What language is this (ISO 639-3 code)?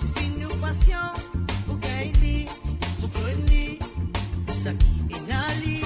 mfe